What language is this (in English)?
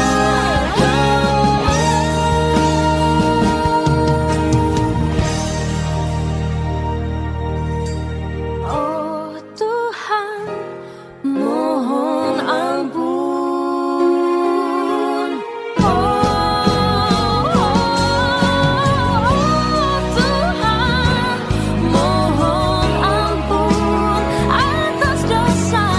Indonesian